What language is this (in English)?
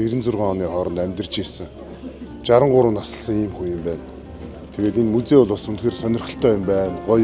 Mongolian